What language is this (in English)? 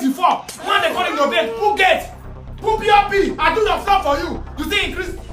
Nigerian Pidgin